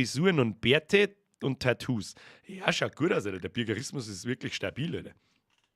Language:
Bavarian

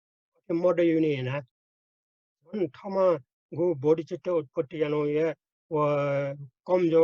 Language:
Newari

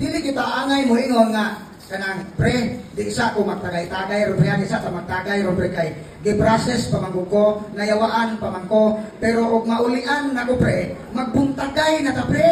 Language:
Cebuano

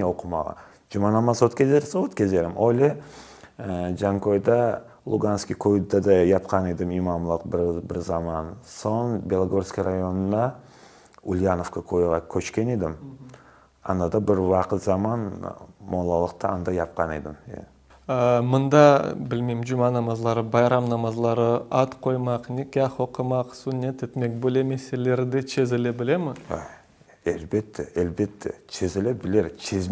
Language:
Crimean Tatar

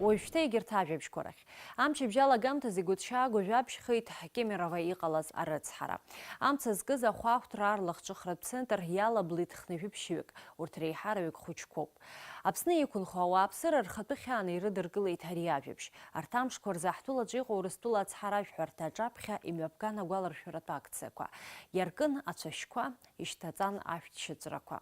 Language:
Abkhazian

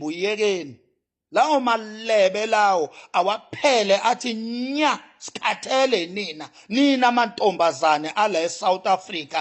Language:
Zulu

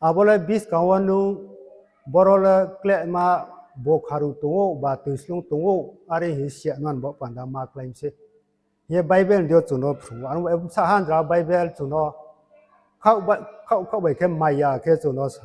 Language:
Riang (India)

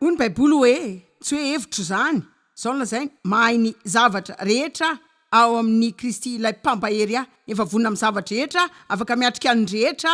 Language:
Malagasy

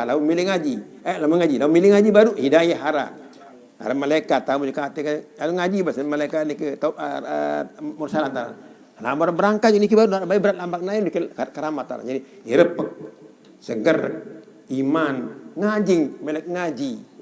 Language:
Sasak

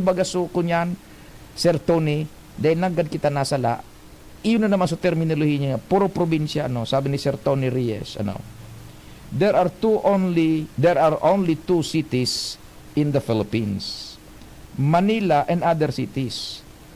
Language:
Bikol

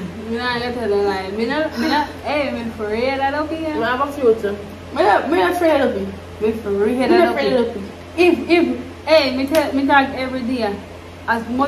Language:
Jamaican Creole English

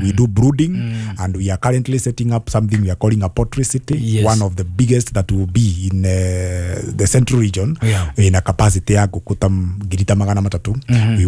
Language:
Kikuyu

